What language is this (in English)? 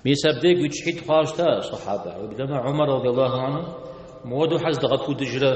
Kabardian